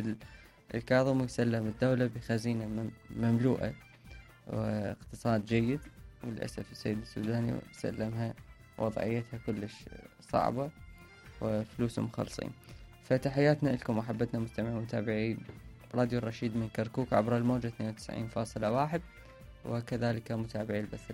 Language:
Mesopotamian Arabic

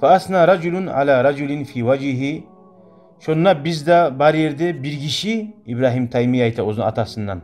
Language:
Kumyk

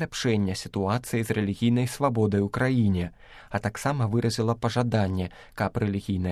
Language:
Belarusian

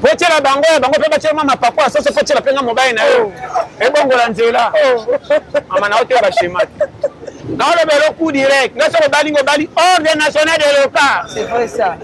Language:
Lingala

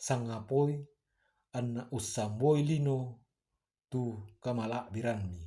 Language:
Toraja-Sa'dan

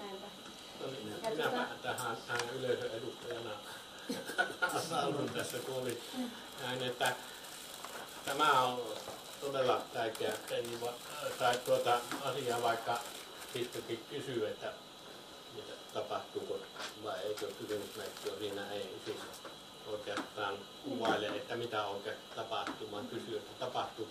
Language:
Finnish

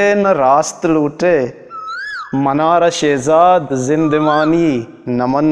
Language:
Eastern Balochi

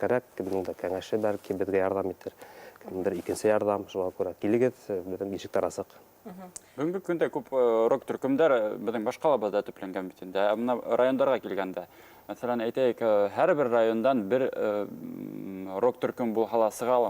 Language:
Bashkir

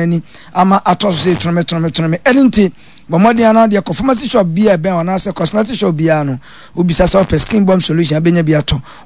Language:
Akan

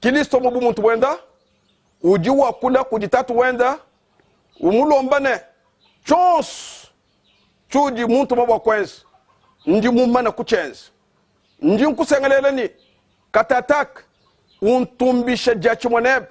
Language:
Luba-Lulua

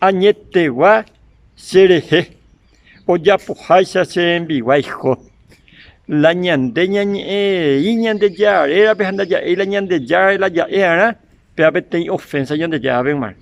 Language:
Guarani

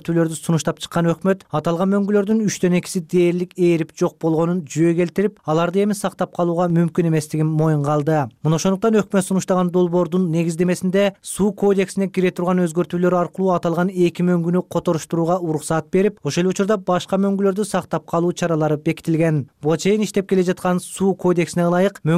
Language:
Kyrgyz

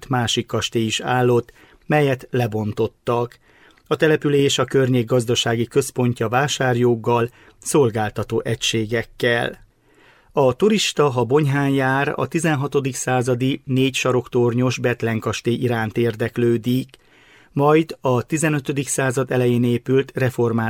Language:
Hungarian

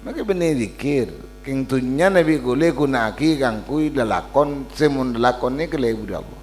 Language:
Madurese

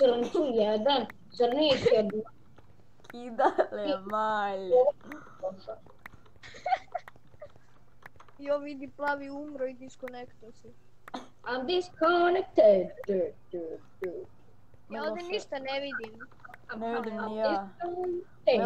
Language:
Croatian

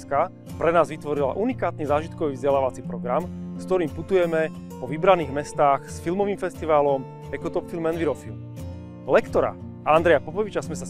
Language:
Slovak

